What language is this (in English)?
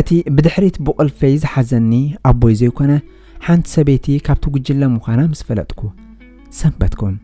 Tigrinya